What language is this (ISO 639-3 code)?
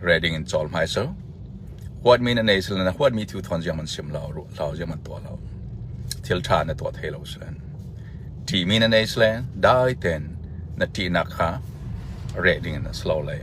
cnh